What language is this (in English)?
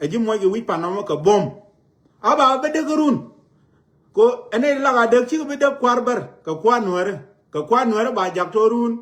Nuer